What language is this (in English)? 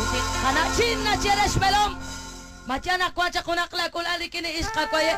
Kekchí